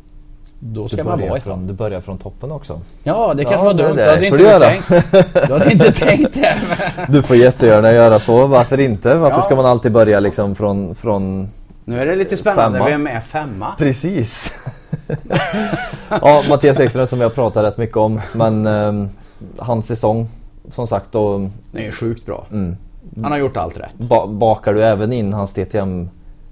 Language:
Swedish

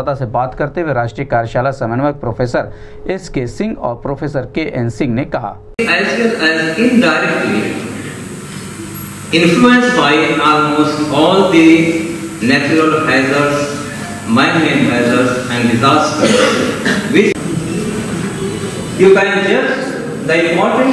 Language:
Hindi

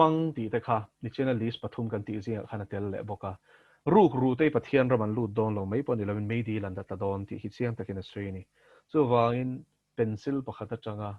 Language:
Mizo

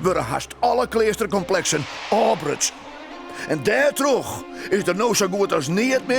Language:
Western Frisian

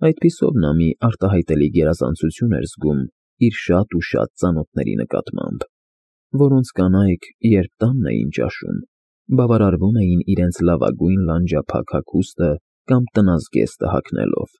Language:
Armenian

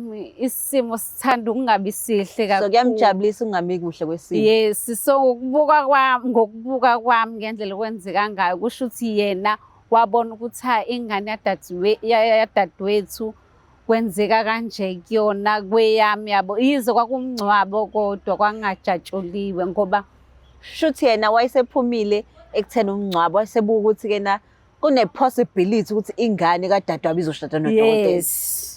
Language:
Zulu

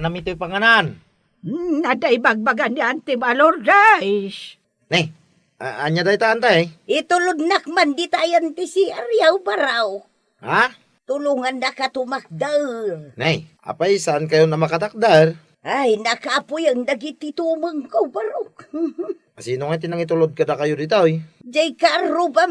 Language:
Iloko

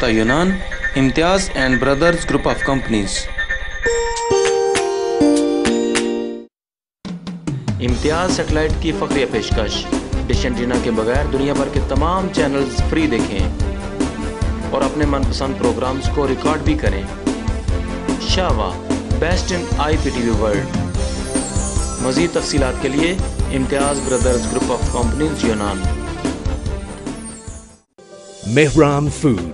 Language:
Urdu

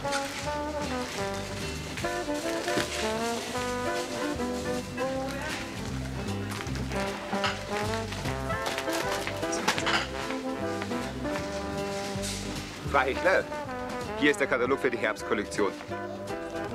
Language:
German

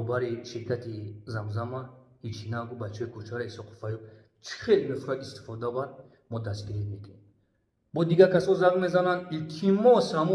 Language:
Tajik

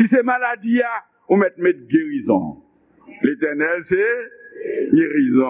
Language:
Haitian Creole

